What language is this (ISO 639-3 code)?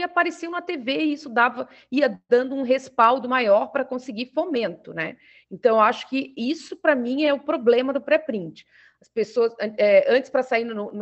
por